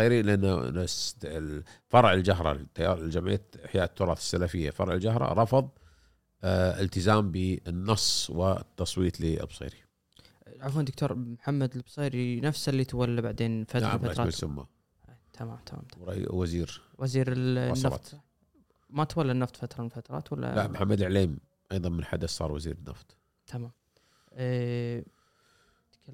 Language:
Gulf Arabic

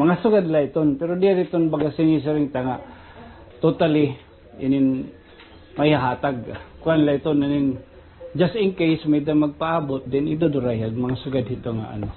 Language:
Waray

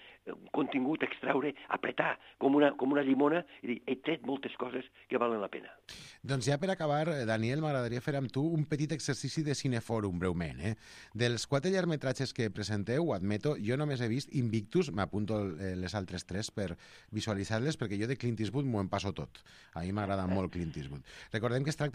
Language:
Catalan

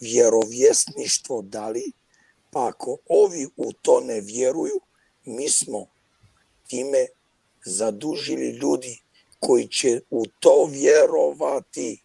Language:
Balkan Romani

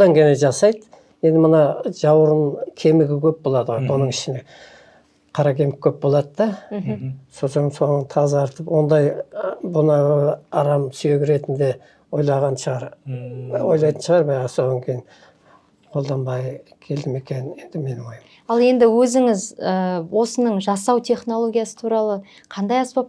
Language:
Kazakh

